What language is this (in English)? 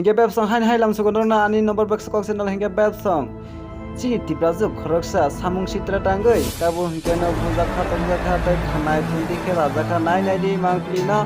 Kok Borok